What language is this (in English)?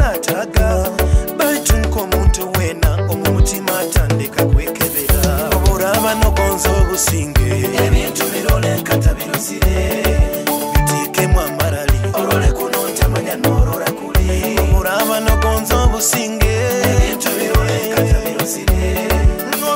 Nyoro